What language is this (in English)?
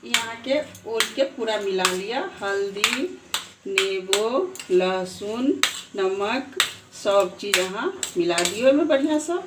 Maithili